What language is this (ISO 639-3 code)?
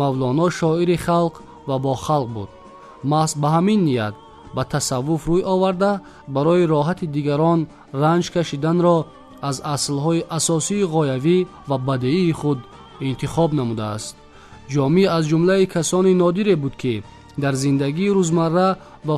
tgk